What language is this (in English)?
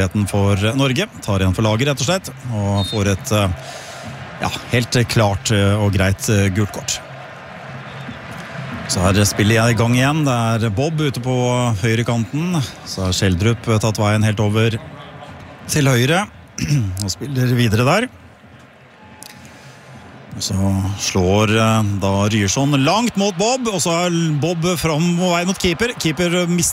Norwegian